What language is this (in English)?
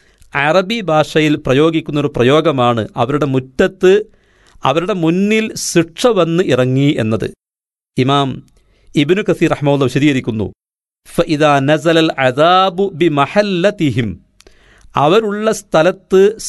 Malayalam